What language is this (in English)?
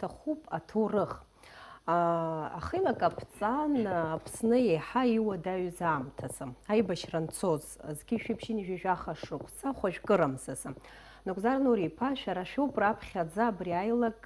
Abkhazian